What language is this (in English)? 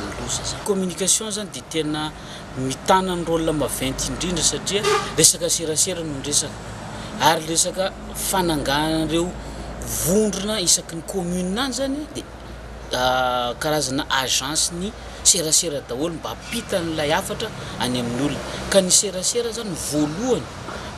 Malagasy